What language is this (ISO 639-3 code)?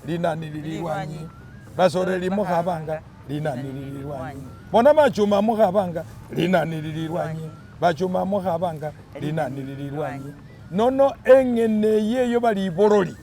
myx